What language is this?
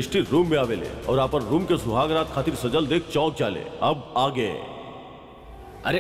Bhojpuri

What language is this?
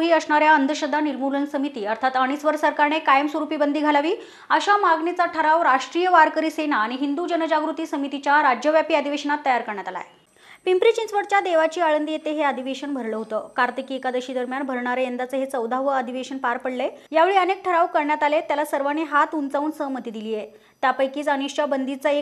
Marathi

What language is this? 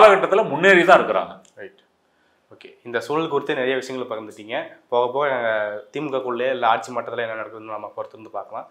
Tamil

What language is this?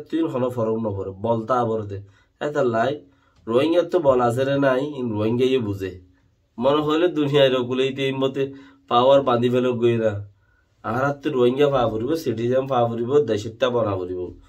Rohingya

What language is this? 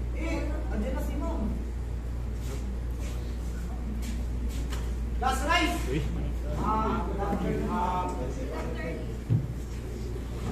Filipino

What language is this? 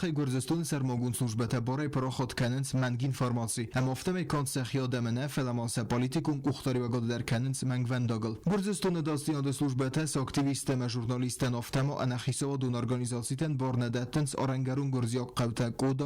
Ossetic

